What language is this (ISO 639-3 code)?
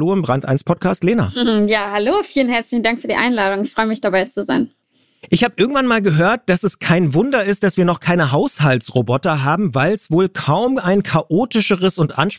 deu